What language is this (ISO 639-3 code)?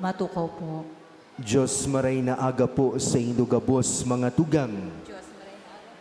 bik